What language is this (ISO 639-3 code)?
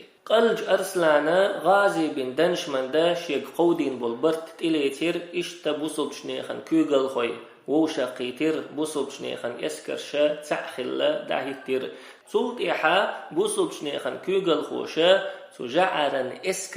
che